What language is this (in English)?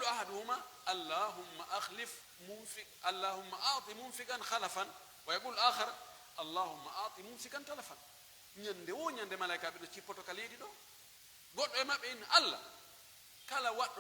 Pular